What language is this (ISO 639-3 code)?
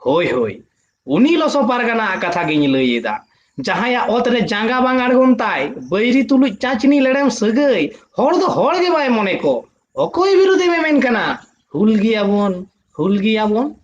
sat